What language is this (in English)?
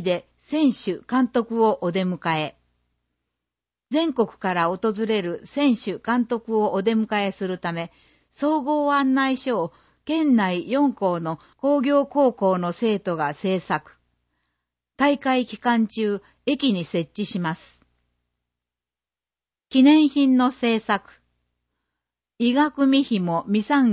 Japanese